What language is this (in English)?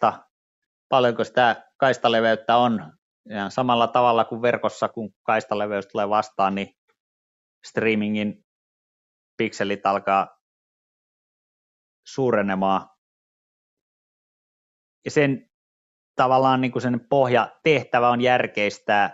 Finnish